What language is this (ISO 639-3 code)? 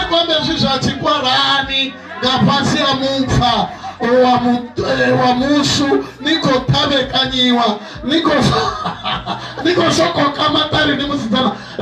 ven